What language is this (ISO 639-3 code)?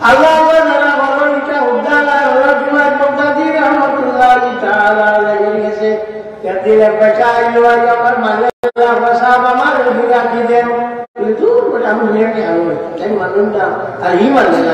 syl